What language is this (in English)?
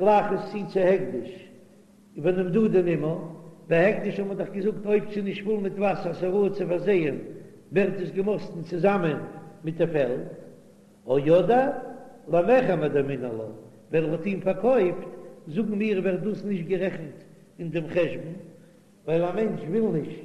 Yiddish